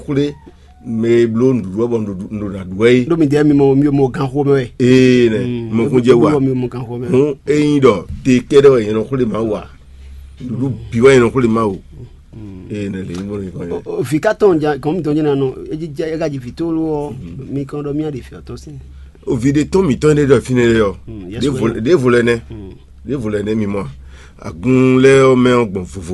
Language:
Fon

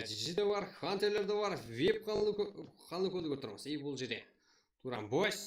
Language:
Kara-Kalpak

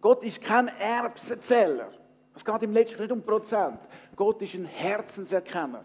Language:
Swiss German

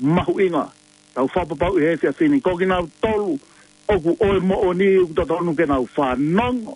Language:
Tongan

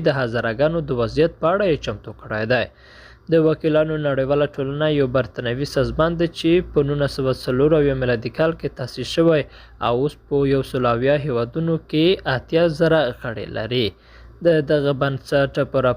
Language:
Pashto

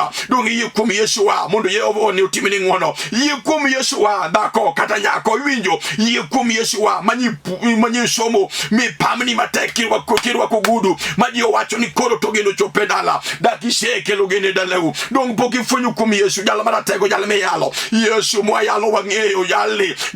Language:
Luo (Kenya and Tanzania)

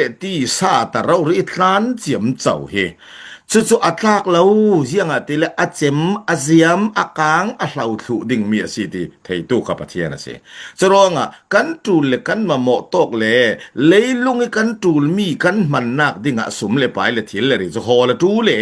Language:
Falam Chin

